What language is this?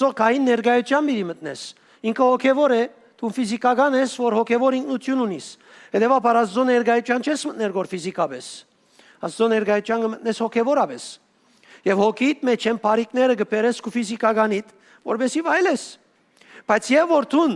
Western Armenian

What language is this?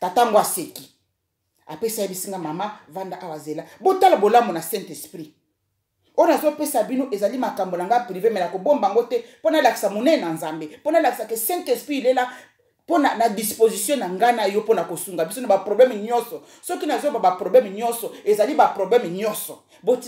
Lingala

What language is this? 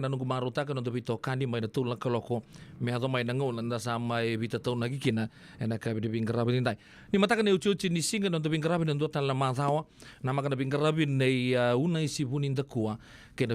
Fijian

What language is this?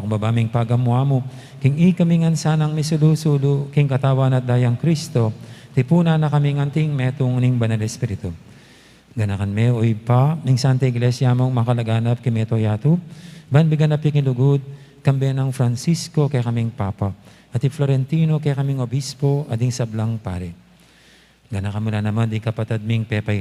Pampanga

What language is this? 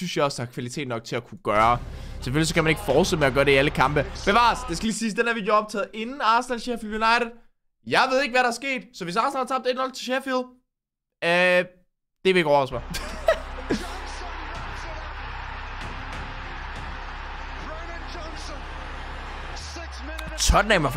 Danish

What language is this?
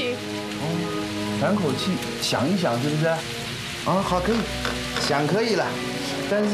Chinese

